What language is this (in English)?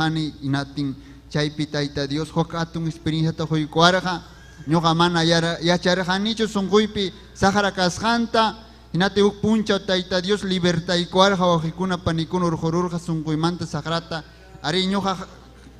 Ayacucho Quechua